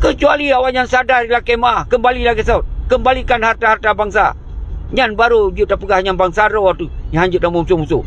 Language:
Achinese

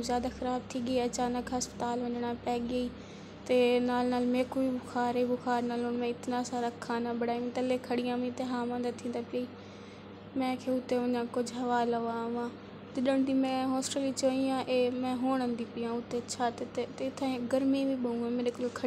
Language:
Saraiki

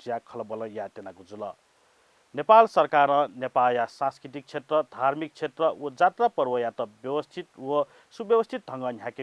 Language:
Newari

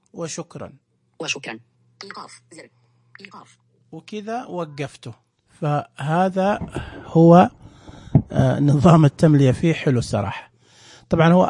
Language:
Najdi Arabic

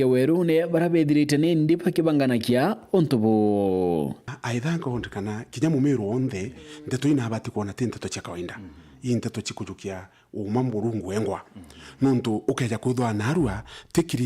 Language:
Meru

